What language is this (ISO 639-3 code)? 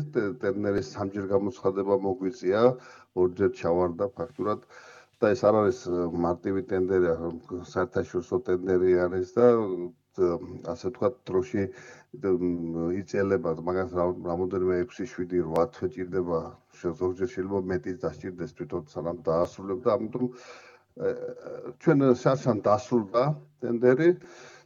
kat